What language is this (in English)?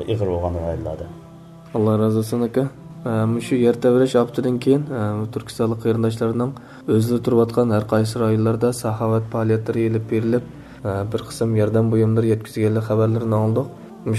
Uyghur